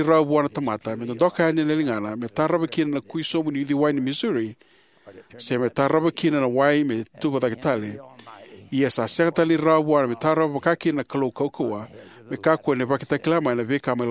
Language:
Fijian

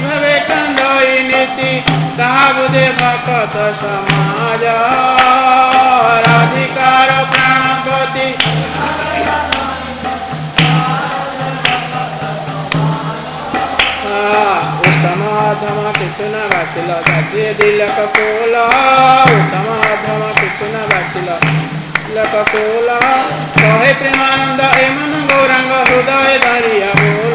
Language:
Odia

